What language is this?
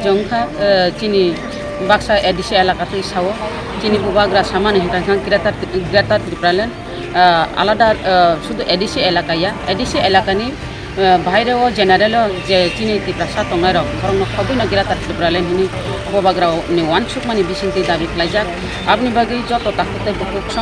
Kok Borok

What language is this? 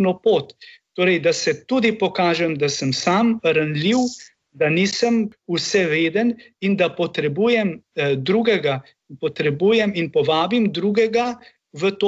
Slovenian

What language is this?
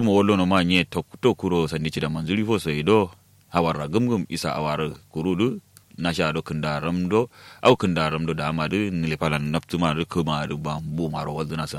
Kanuri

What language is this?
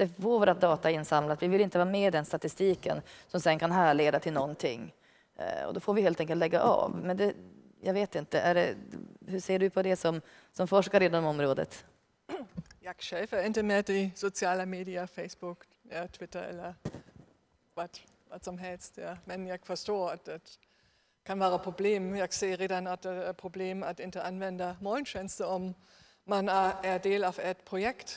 Swedish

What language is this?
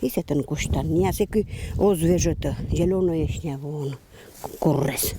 Komi-Permyak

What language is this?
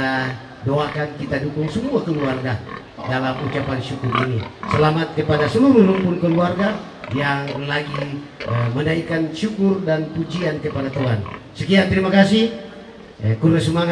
Toraja-Sa'dan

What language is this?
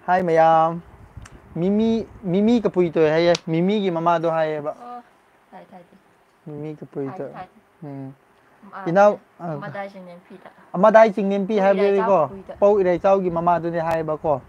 Manipuri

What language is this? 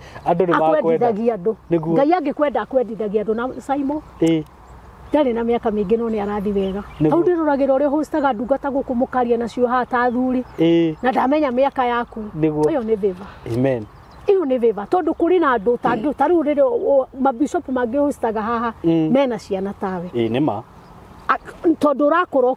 Kikuyu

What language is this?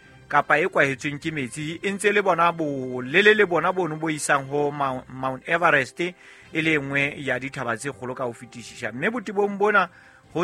Southern Sotho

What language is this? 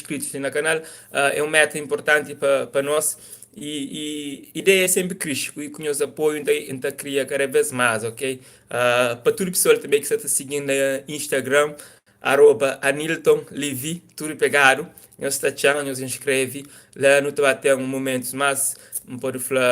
Kabuverdianu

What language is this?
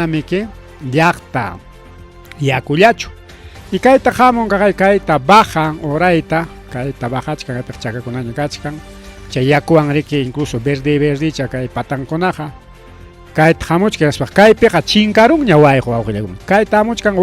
Ayacucho Quechua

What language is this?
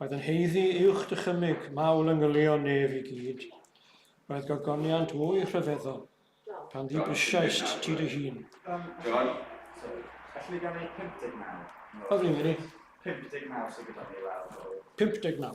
Welsh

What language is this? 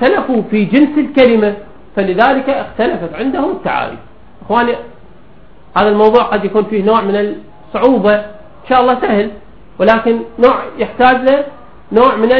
Arabic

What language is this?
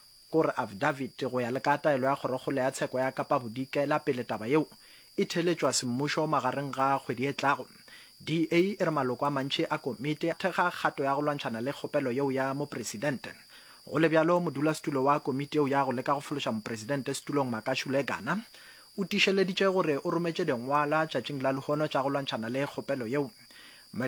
Northern Sotho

